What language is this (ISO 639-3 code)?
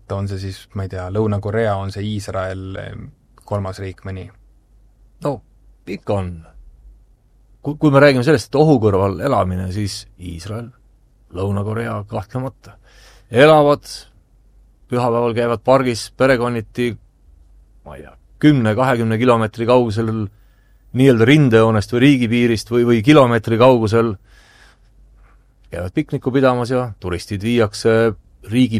est